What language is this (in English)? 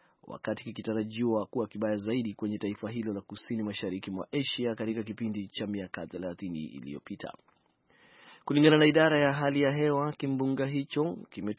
Swahili